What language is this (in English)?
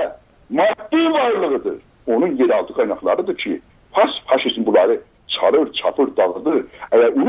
South Azerbaijani